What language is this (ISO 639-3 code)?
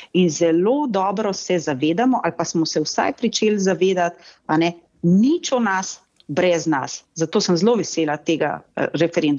slv